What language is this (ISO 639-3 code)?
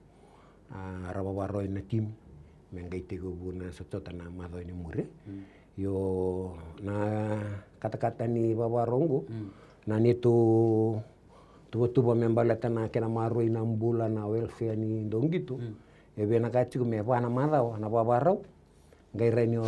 fij